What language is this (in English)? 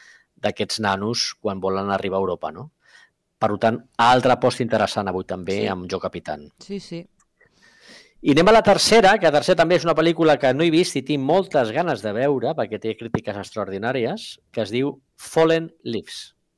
Catalan